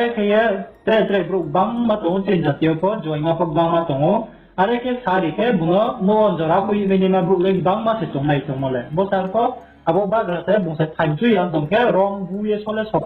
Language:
Riang (India)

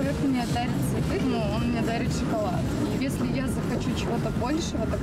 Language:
Russian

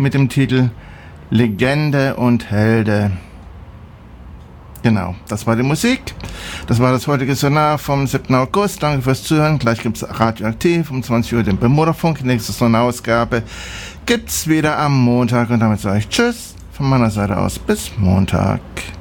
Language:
German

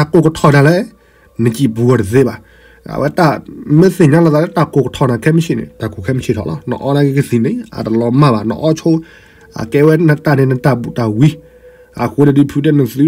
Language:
S'gaw Karen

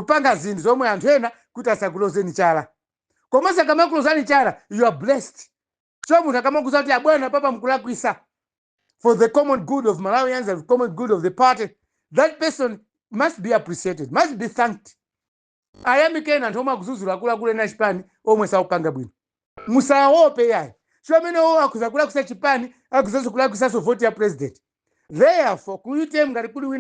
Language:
Nyanja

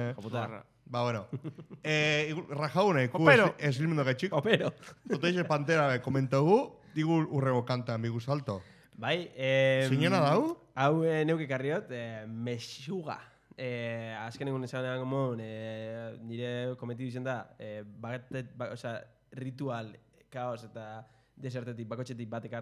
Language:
Basque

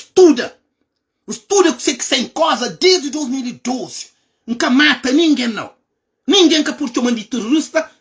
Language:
Kabuverdianu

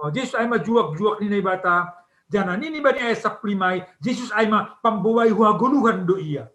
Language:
Batak Simalungun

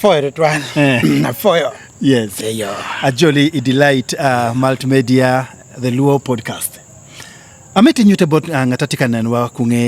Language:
Acoli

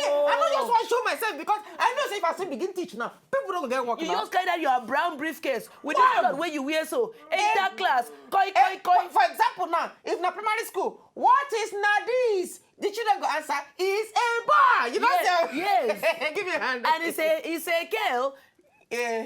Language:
Nigerian Pidgin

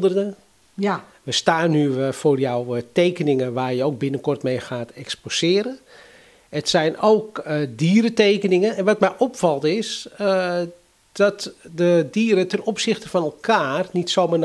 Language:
Dutch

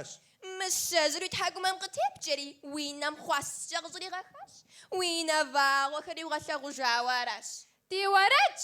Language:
Kabardian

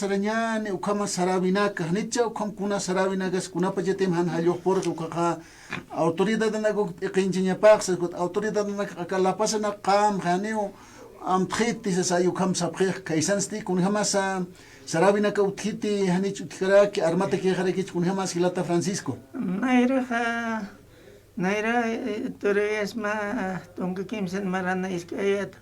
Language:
Aymara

